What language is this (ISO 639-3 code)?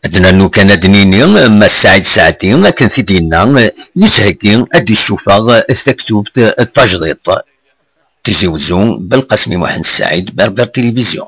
kab